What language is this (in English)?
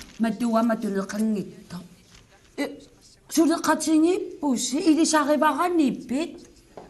Kalaallisut